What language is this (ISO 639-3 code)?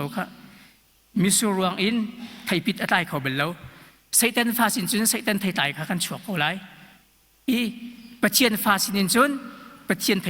cnh